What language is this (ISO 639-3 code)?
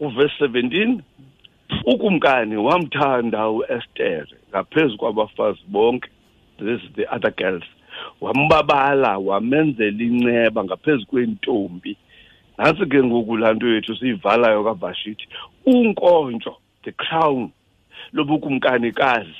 xho